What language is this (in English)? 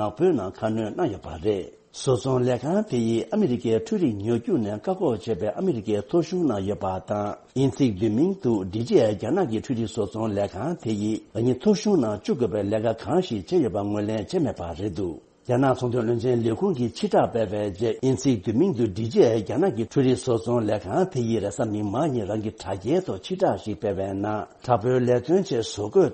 Tibetan